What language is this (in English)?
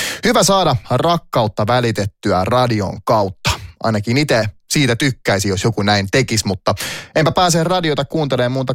Finnish